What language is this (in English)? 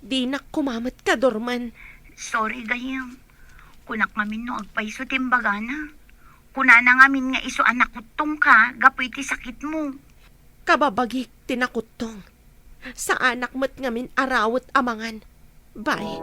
Iloko